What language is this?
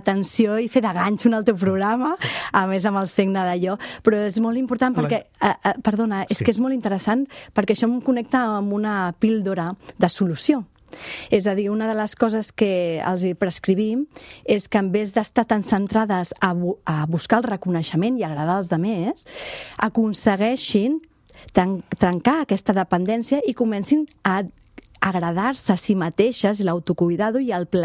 Catalan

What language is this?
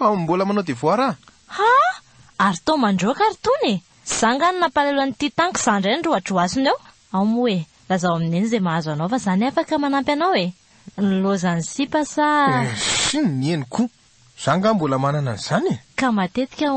Malagasy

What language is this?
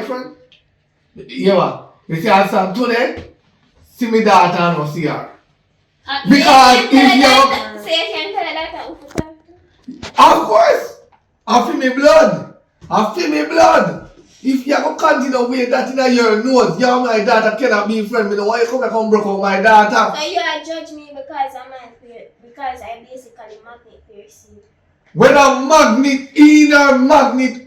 Jamaican Creole English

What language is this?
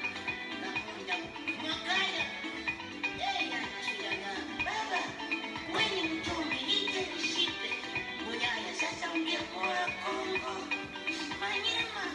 Swahili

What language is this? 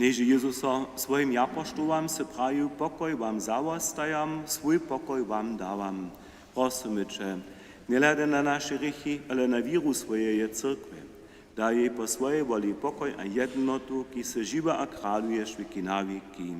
Upper Sorbian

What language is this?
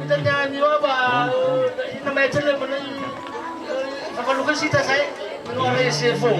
Nias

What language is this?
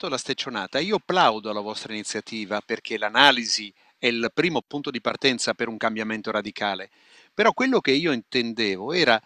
Italian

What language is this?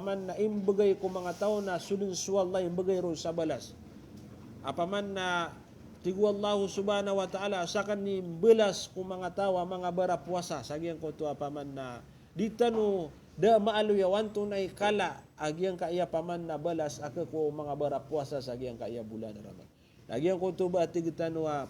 Maranao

